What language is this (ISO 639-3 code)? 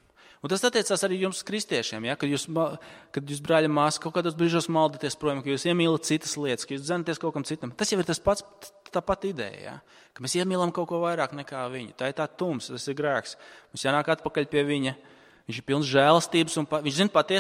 lav